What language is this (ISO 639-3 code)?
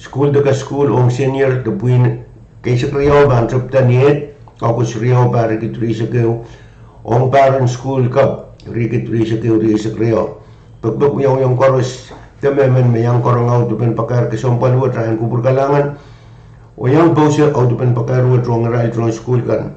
pon